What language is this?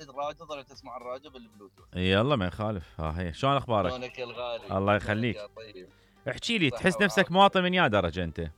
Mesopotamian Arabic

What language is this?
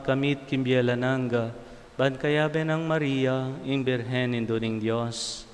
Pampanga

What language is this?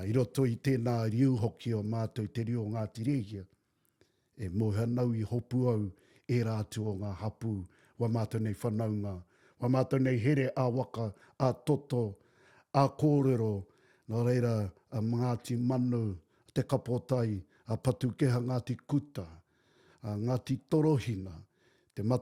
Māori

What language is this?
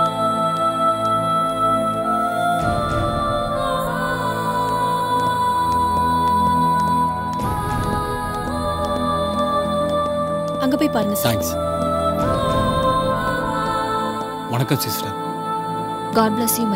Tamil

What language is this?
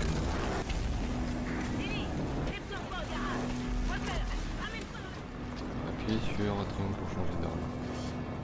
French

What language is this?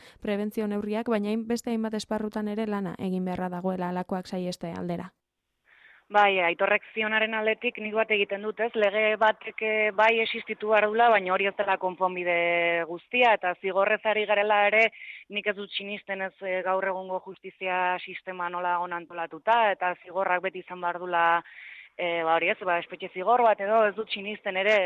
Basque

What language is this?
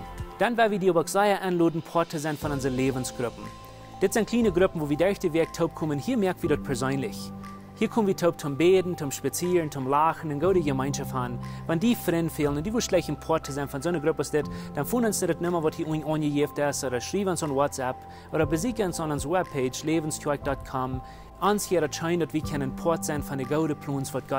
Plautdietsch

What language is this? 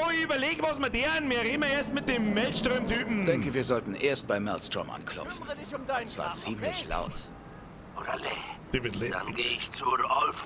Bavarian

